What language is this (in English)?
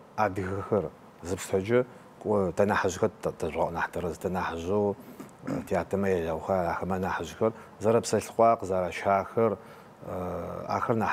Adyghe